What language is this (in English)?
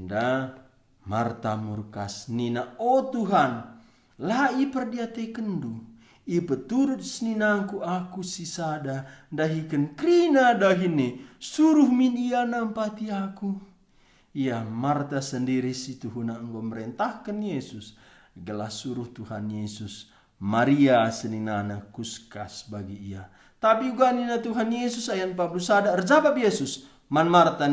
Batak Karo